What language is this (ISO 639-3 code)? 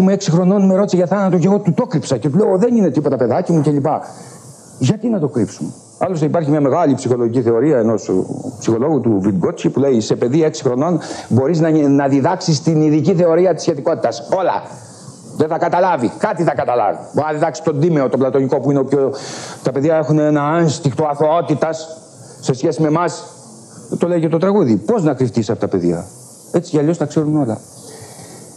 ell